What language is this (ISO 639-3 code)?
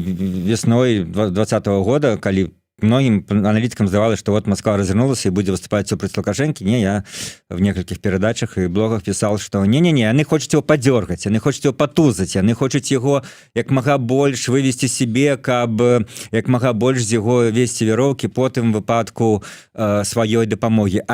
bel